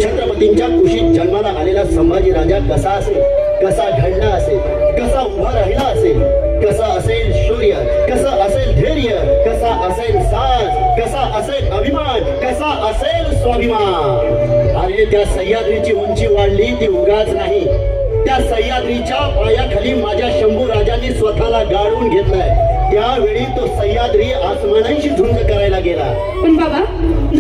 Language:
Marathi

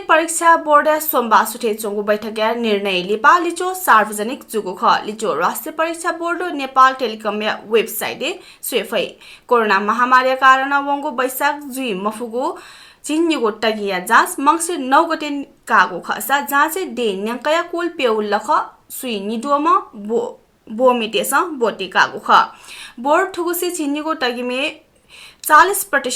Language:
Newari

